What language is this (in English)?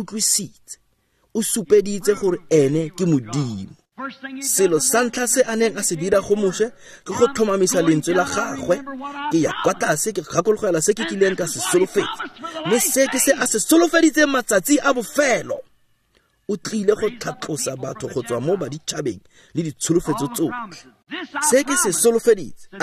Tswana